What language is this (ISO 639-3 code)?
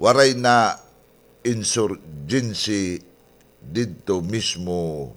war